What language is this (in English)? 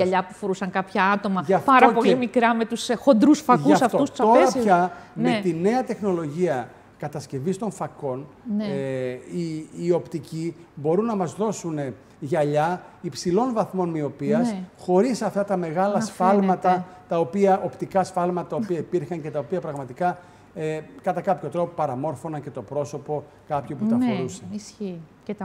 Greek